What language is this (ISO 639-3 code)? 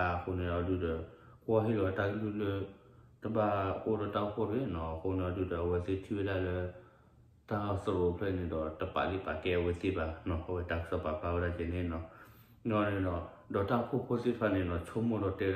ksw